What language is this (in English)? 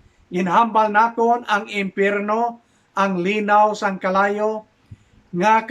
Hiligaynon